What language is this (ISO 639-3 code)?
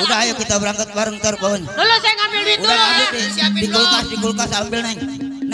bew